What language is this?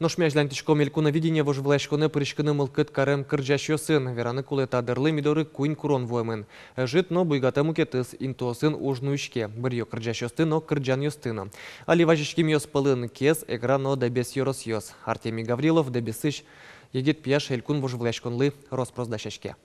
Udmurt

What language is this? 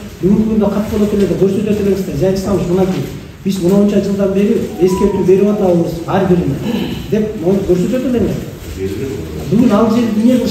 Kyrgyz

